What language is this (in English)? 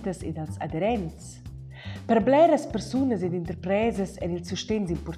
Romansh